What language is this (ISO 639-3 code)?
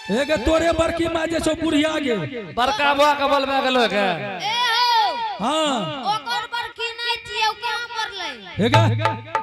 anp